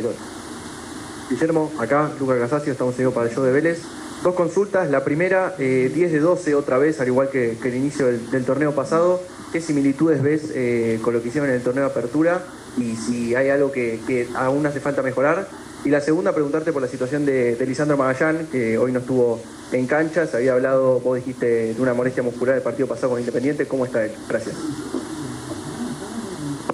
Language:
Spanish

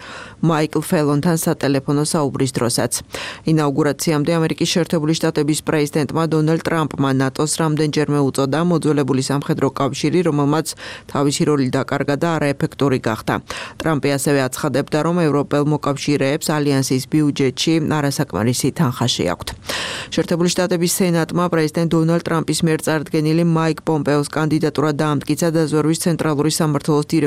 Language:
Georgian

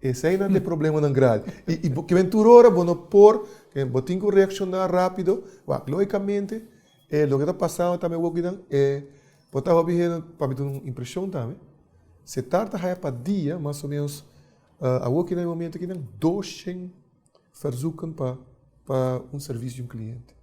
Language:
Papiamento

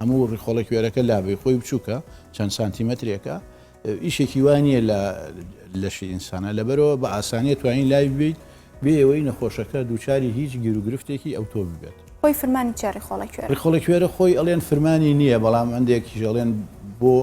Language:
Central Kurdish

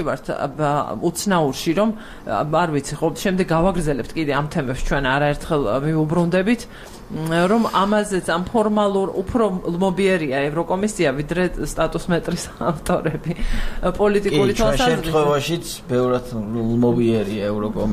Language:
Georgian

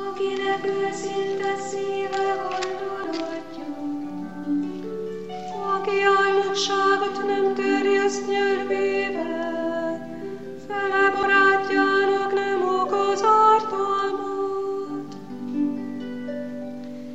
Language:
Hungarian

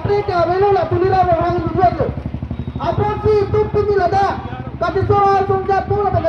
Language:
Karbi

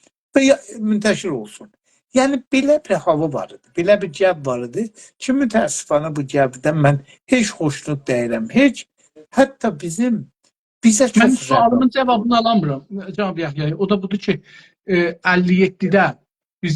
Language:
South Azerbaijani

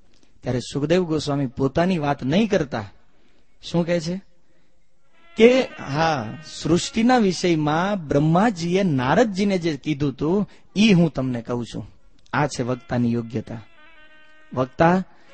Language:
Gujarati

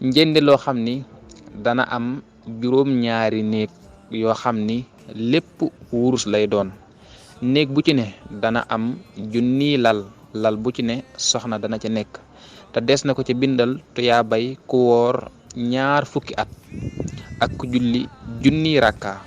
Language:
Wolof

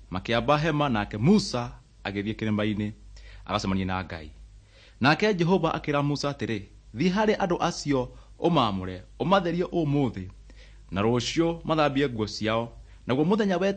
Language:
Kikuyu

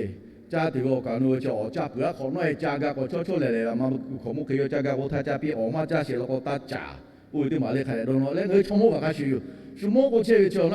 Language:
Lahu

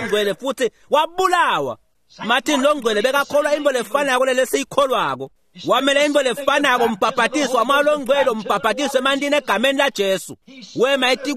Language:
Swati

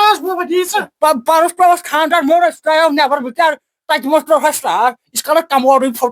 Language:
Kashmiri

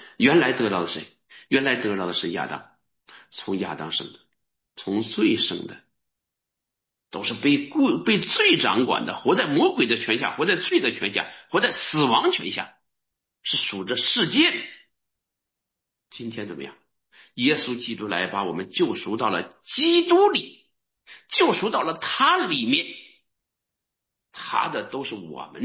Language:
Chinese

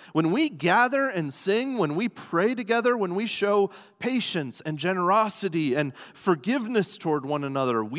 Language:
English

